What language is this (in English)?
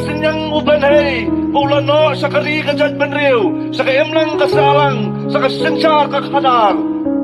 Khasi